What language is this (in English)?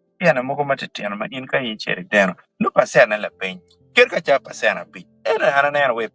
Acoli